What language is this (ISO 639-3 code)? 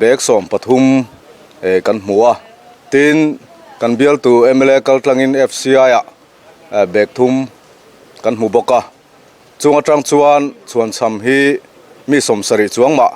lus